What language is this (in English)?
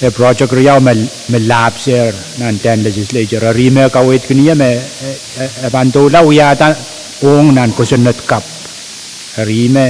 Pohnpeian